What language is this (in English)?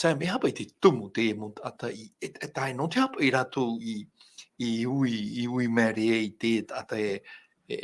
Tahitian